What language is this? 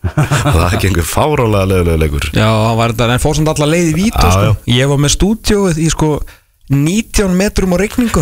Icelandic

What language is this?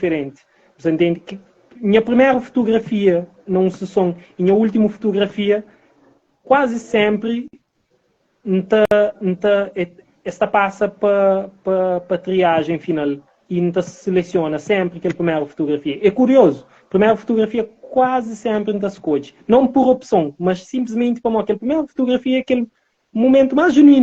Kabuverdianu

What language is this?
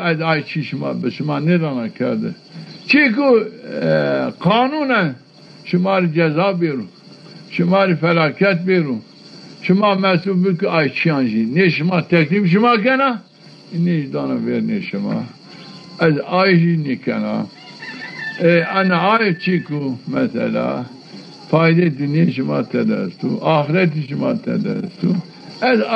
Zaza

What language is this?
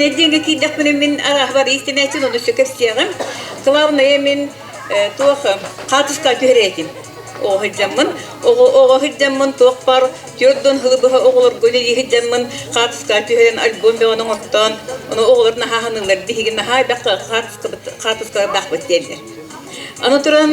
Yakut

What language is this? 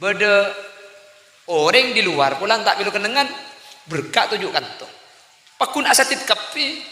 Madurese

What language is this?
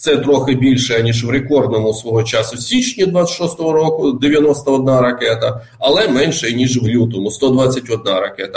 Ukrainian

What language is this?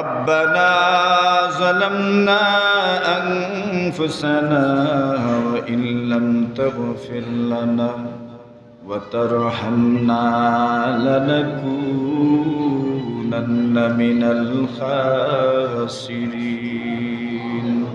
Sylheti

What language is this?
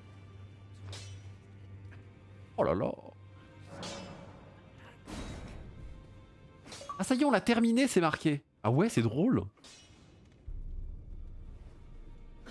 French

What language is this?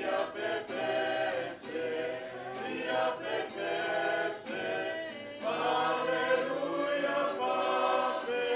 Samoan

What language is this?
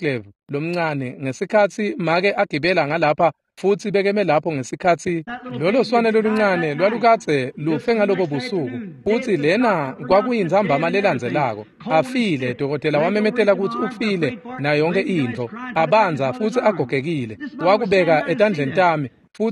Swati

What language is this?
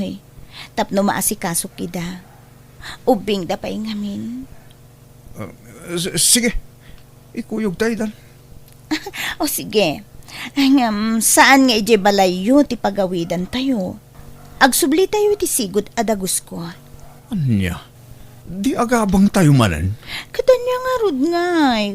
Iloko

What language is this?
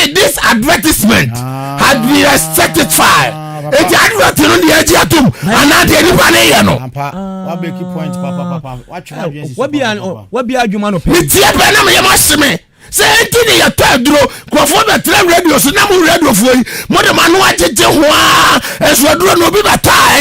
Akan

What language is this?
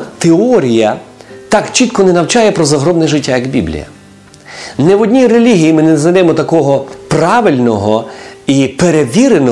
Ukrainian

